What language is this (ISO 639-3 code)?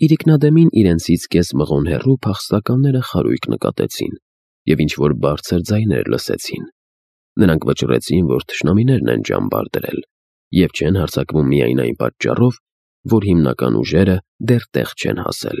hye